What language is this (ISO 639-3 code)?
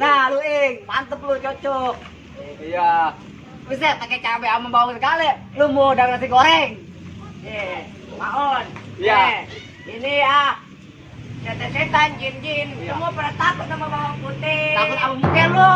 bew